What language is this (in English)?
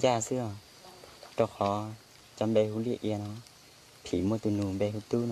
Hmong